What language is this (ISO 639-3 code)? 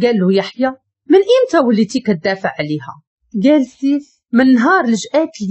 ary